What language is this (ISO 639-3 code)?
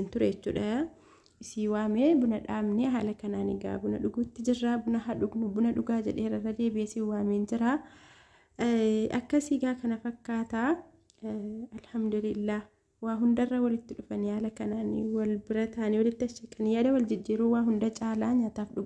orm